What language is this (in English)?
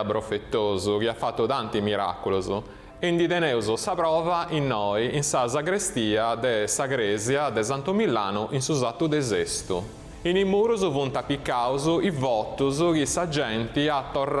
Sardinian